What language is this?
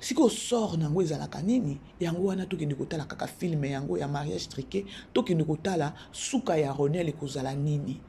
Lingala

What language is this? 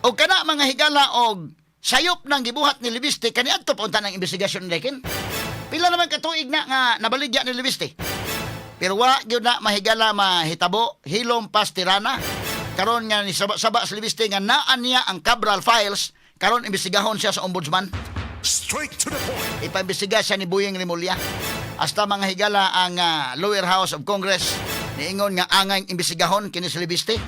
Cebuano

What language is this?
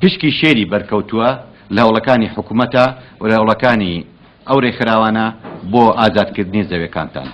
Central Kurdish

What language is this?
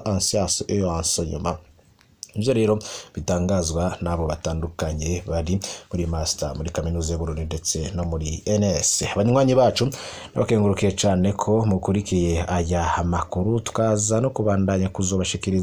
Rundi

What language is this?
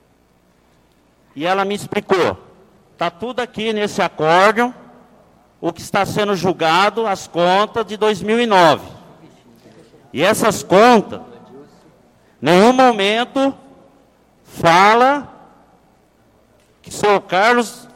Portuguese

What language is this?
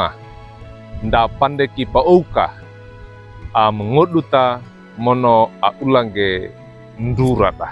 Wejewa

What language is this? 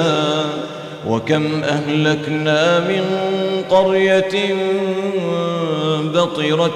Arabic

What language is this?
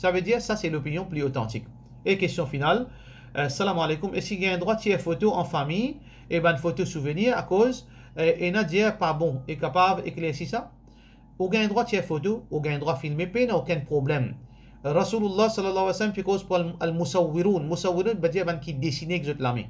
Morisyen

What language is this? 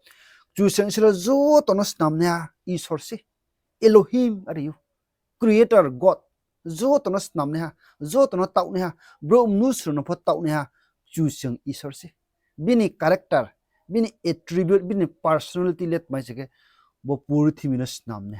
Riang (India)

